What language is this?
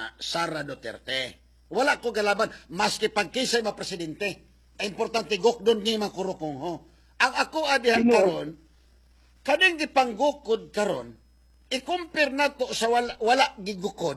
Cebuano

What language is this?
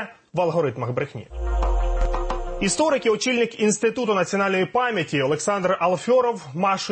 Ukrainian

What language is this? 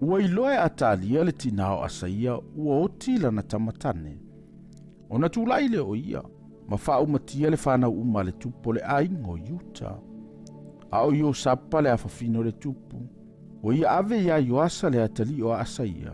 Samoan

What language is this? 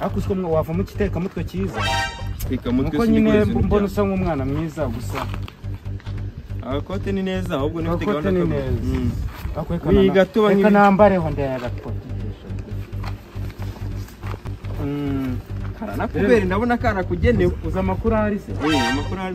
Kinyarwanda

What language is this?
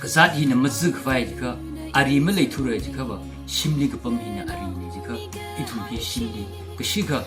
Tangkhul Naga (India)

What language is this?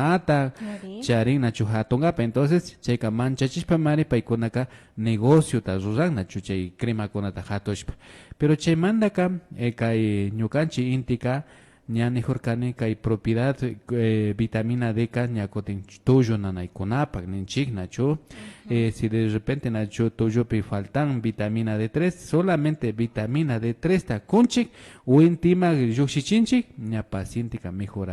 Imbabura Highland Quichua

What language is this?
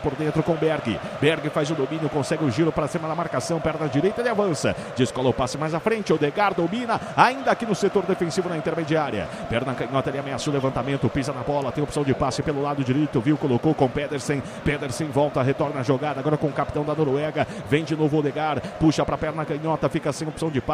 Portuguese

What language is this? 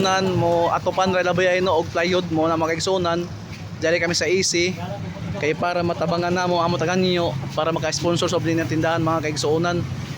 Surigaonon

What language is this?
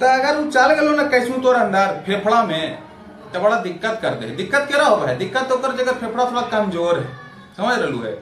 Magahi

